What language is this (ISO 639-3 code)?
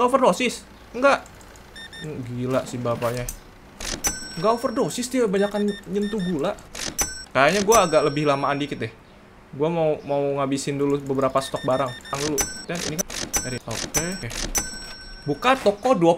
ind